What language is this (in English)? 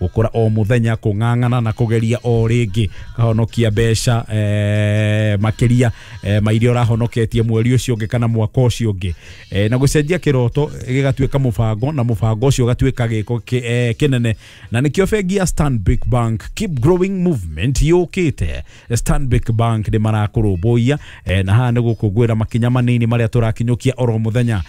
Kikuyu